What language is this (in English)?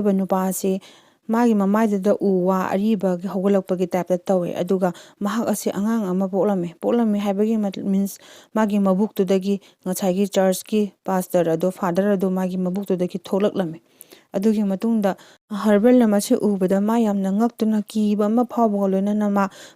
Manipuri